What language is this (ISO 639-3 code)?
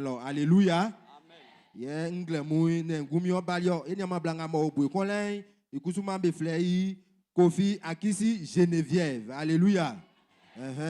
bci